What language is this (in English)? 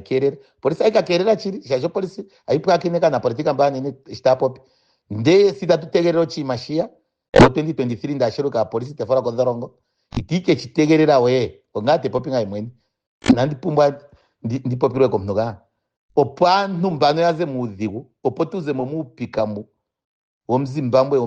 Ndonga